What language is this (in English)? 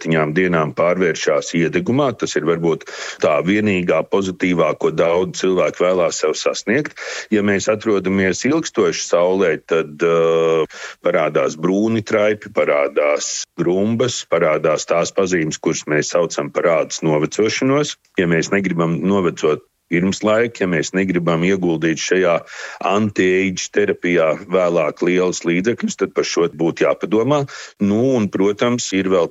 Latvian